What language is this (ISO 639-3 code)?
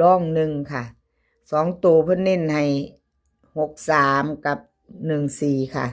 tts